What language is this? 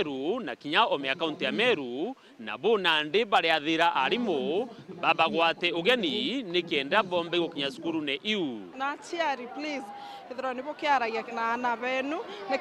Meru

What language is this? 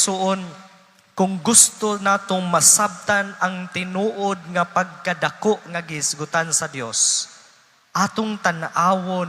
Cebuano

